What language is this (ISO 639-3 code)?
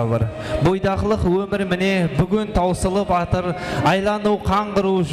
kaa